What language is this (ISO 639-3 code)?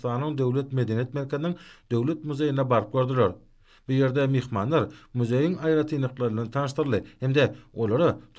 tuk